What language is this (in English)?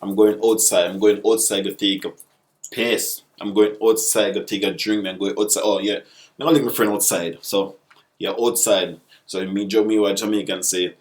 Jamaican Creole English